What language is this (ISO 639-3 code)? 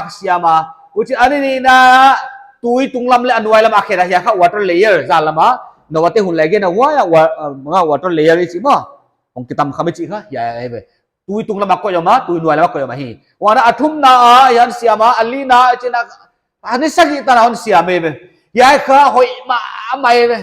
pck